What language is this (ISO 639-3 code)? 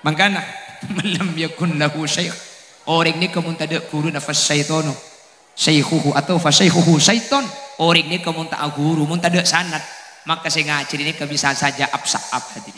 mad